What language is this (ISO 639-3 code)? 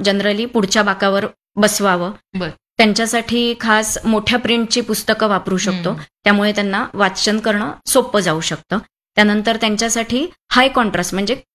mar